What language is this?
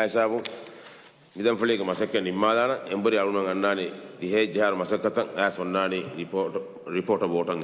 Divehi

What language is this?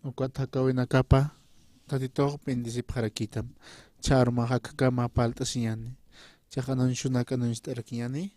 Aymara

